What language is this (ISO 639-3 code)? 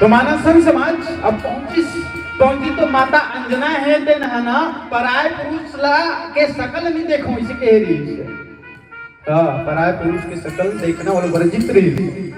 hne